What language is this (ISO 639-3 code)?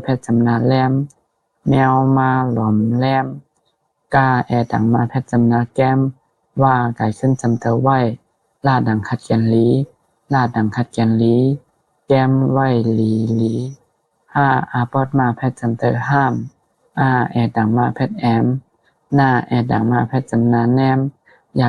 shn